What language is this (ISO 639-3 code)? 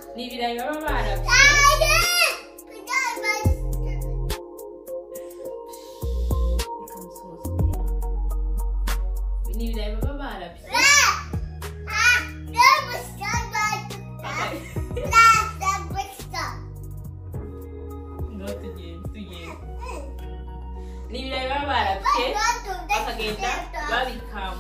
kin